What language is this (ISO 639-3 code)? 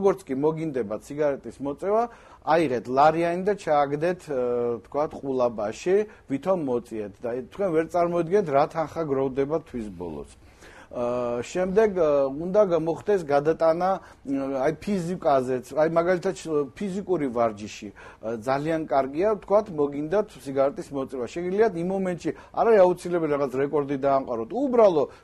kat